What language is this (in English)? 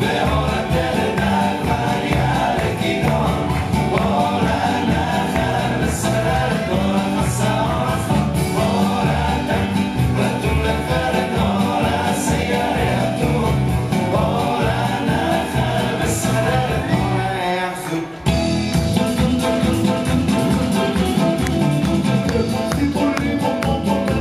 Hebrew